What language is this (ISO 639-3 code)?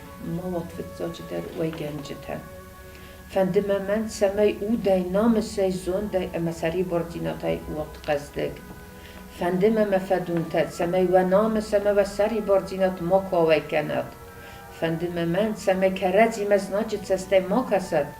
oss